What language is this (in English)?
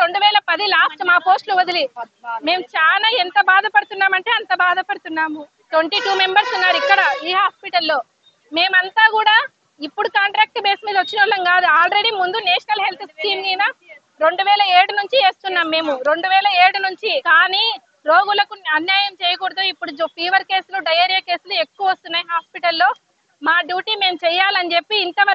Telugu